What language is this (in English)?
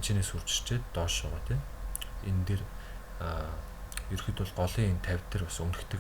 Mongolian